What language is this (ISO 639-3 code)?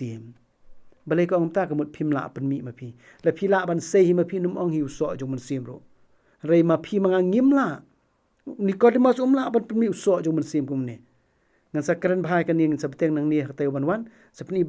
kha